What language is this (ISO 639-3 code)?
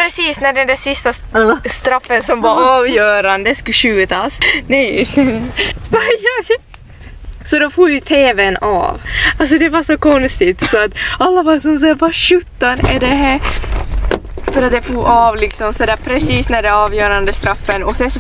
swe